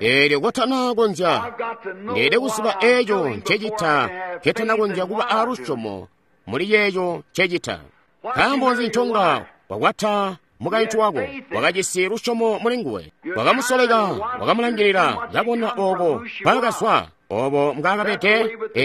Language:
Tonga (Zambia)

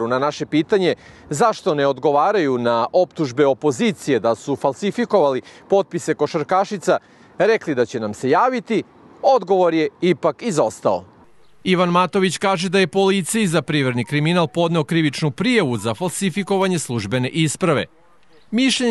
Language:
Serbian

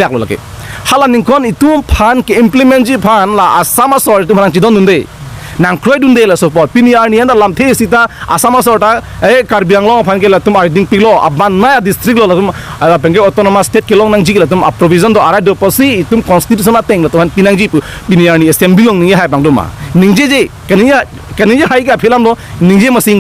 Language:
Karbi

